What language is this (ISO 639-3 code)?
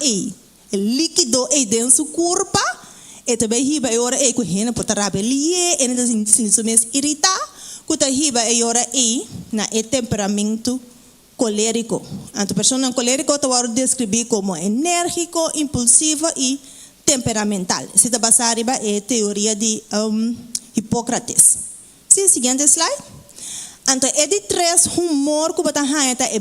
pap